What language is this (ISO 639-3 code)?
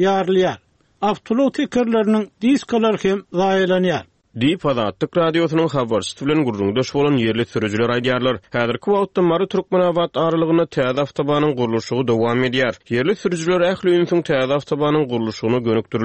tuk